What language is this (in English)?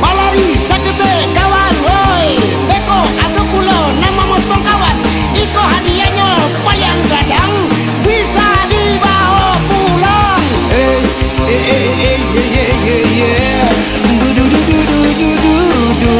Minangkabau